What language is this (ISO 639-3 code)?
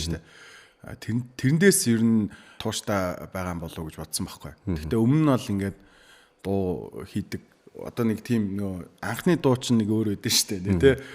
mon